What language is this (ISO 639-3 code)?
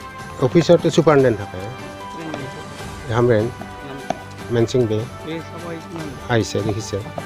mjw